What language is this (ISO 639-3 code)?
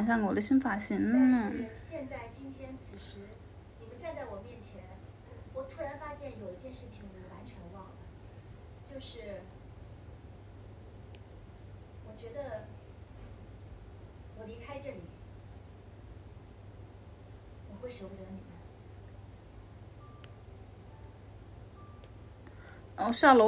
zho